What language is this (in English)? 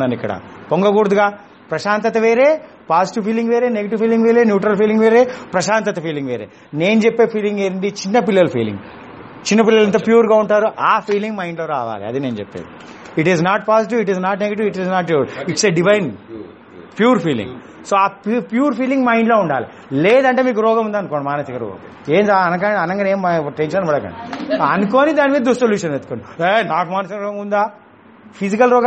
Telugu